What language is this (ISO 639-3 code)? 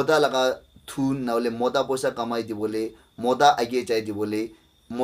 nag